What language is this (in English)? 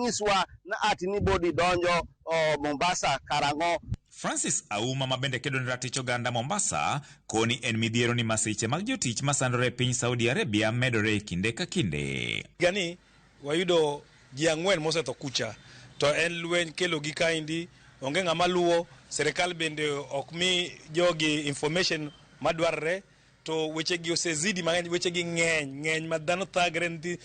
Luo (Kenya and Tanzania)